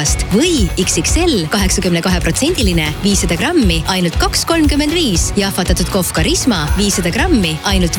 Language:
Estonian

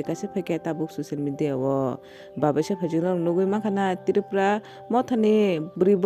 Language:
Kok Borok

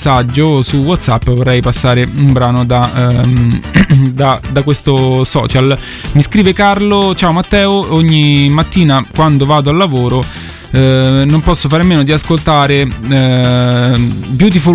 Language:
Italian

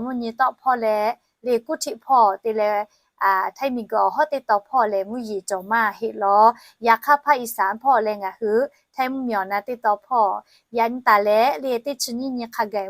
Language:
Lahu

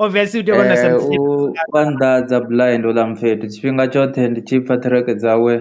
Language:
Venda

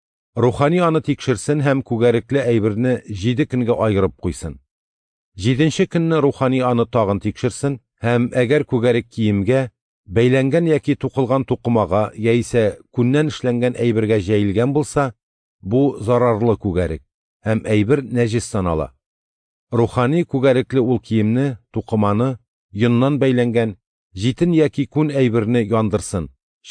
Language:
Tatar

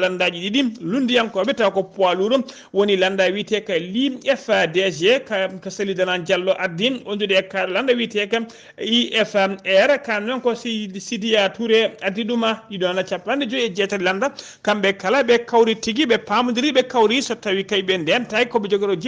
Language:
Fula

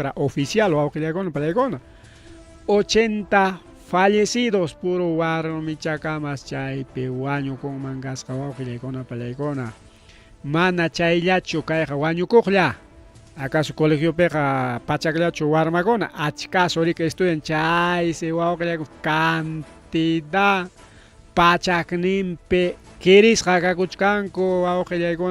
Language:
Ayacucho Quechua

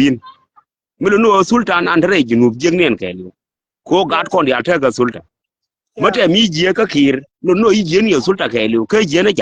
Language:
Nuer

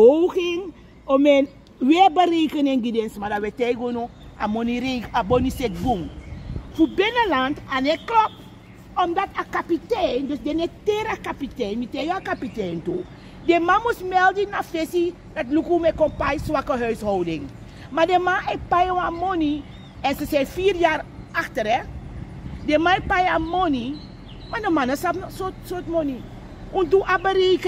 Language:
Sranan Tongo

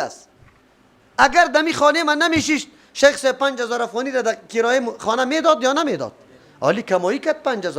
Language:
Persian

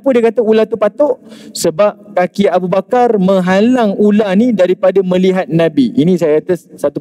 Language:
Malay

